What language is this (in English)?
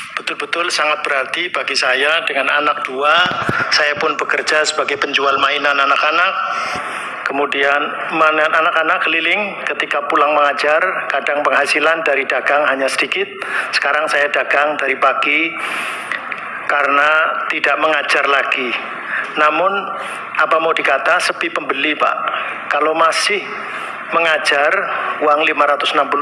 Indonesian